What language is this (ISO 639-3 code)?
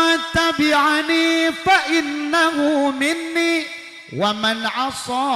sun